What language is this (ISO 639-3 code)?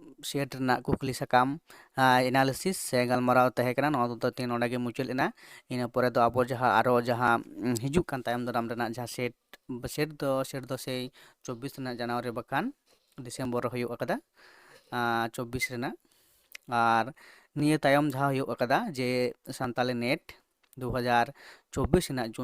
sat